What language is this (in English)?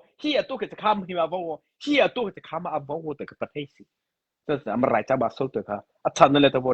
Mara Chin